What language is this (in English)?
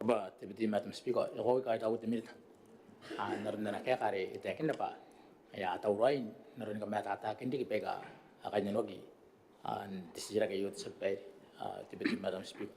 Gilbertese